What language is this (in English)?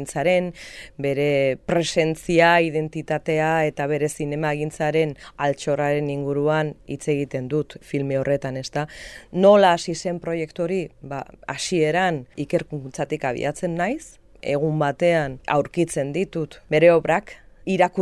Basque